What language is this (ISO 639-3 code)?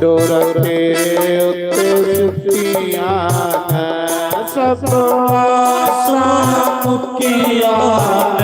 doi